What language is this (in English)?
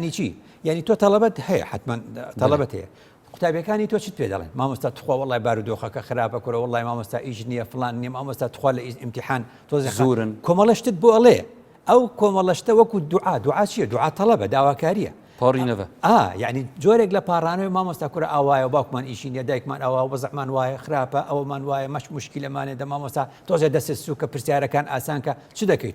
Central Kurdish